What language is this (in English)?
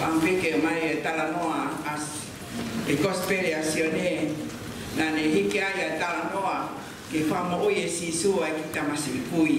Tongan